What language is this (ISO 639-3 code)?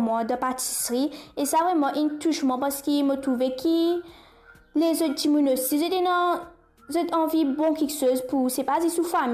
mfe